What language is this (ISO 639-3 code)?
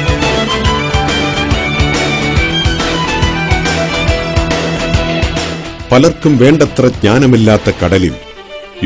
mal